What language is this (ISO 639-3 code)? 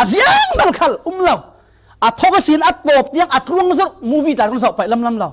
cfm